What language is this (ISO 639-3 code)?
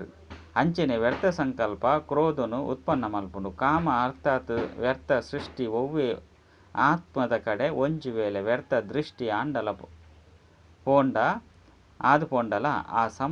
tcy